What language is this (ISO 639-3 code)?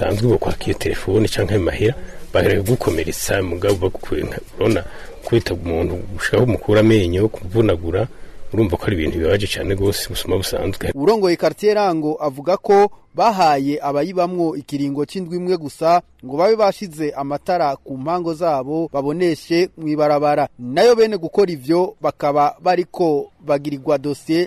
run